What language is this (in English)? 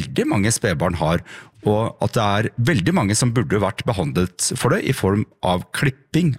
Norwegian